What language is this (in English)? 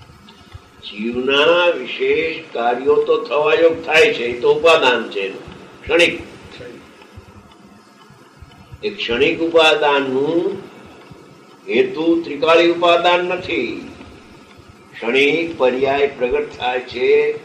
Gujarati